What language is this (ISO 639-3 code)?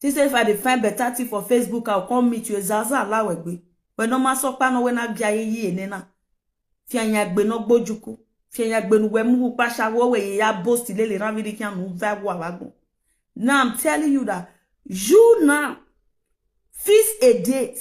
pcm